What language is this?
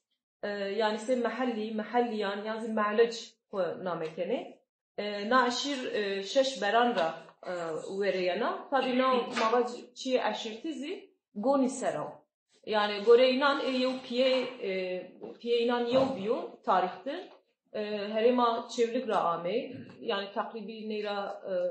Zaza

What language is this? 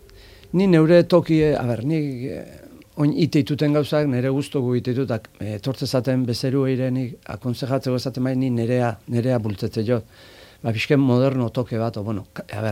Basque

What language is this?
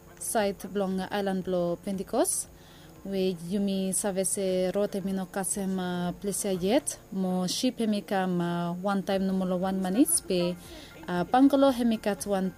Bislama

